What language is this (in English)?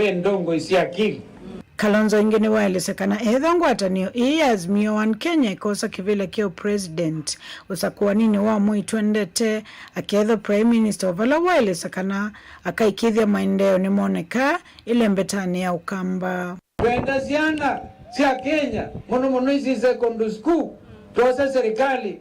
Kamba